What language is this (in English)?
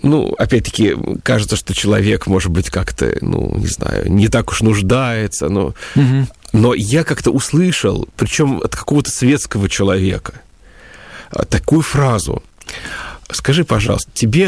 Russian